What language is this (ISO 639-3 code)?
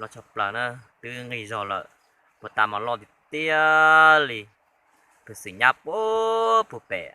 hmn